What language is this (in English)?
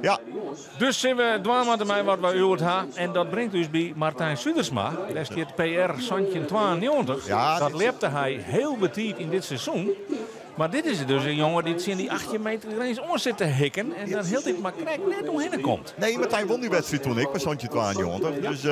Western Frisian